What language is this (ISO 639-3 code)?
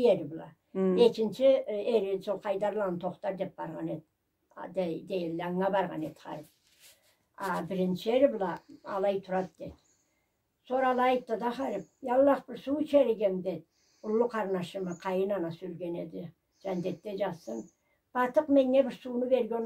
krc